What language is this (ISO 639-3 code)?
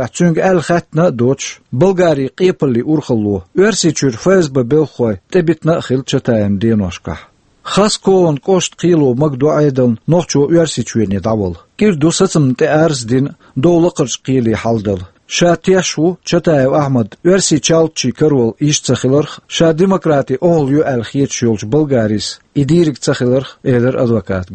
che